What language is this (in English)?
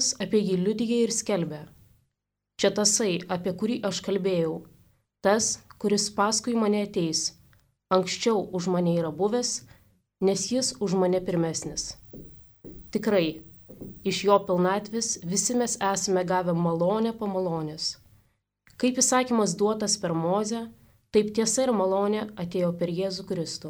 Lithuanian